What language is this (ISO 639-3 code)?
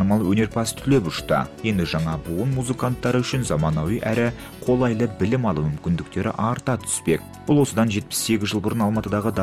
kaz